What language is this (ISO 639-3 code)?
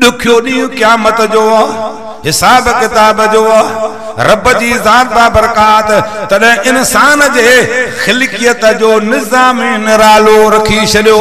snd